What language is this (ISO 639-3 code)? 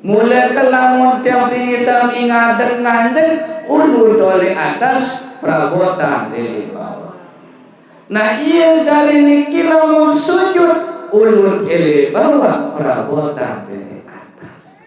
sas